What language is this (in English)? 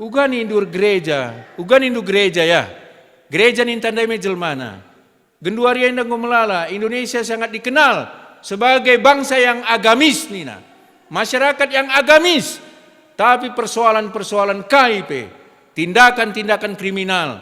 Batak Karo